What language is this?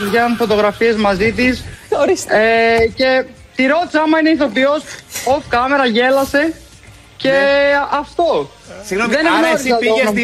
Greek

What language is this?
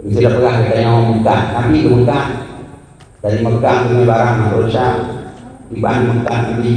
Achinese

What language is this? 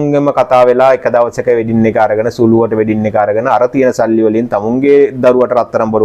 Sinhala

